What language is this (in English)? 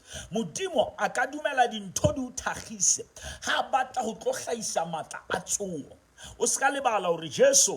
Southern Sotho